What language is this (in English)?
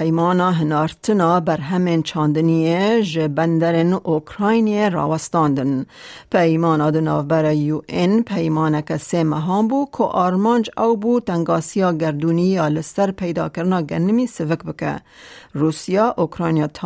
Kurdish